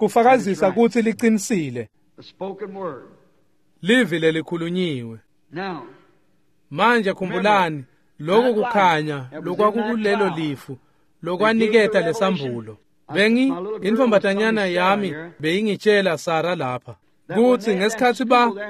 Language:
Swati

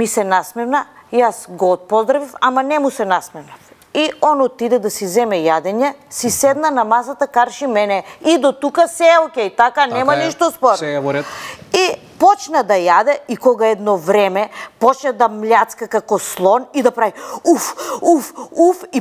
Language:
Macedonian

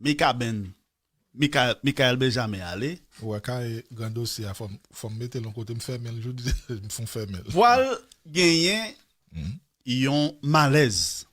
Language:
Haitian Creole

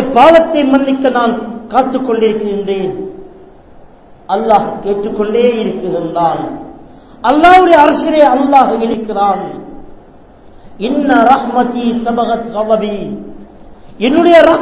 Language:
Tamil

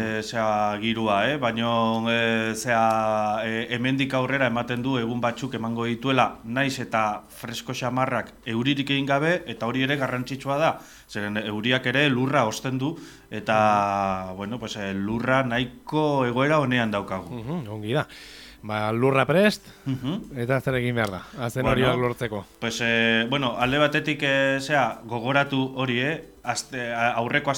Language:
Basque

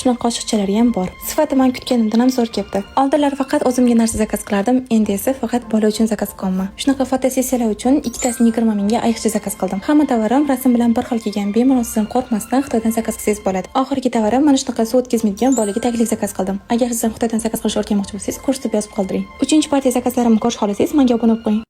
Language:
Uzbek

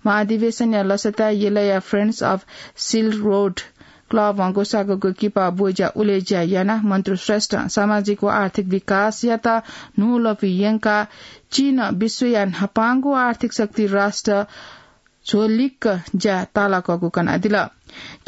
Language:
Newari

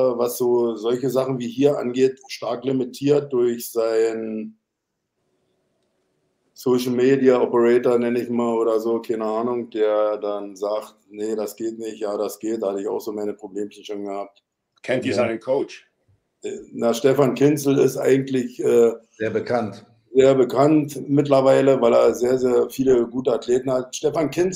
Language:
German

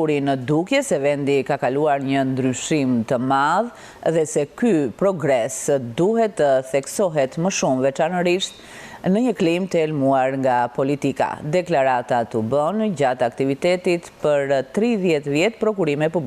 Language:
Albanian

